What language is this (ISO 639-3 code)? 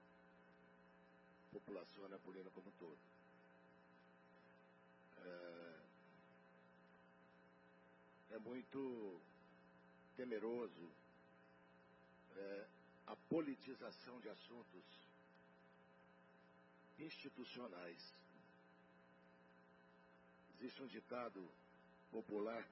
por